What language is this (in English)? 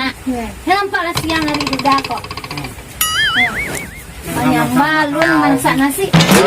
Minangkabau